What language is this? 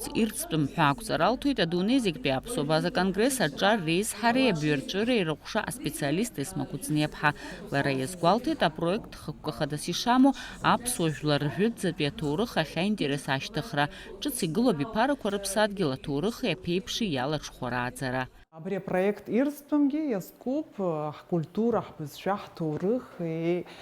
Abkhazian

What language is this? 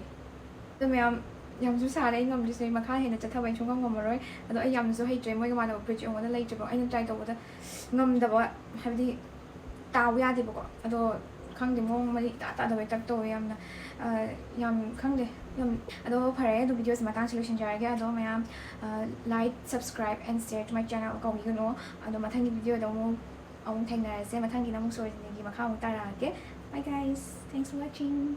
Manipuri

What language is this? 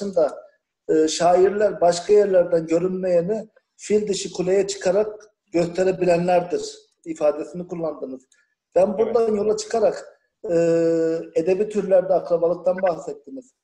Turkish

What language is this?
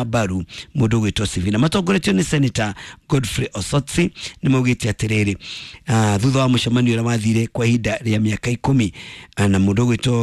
Kikuyu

